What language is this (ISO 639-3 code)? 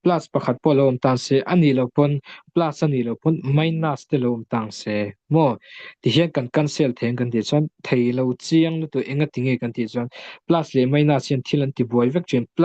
lus